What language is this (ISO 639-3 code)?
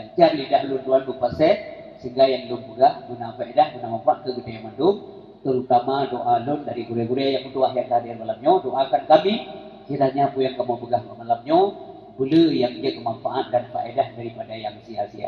ace